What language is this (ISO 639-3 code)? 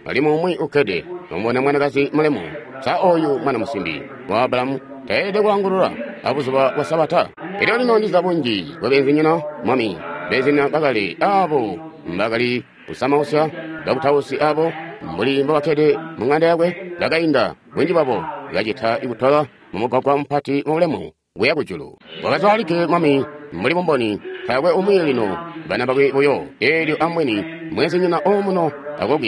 toi